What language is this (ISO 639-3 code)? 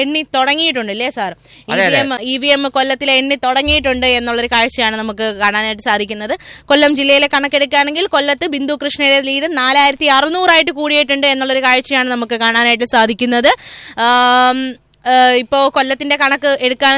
mal